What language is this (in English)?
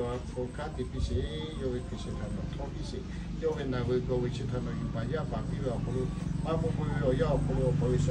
Lahu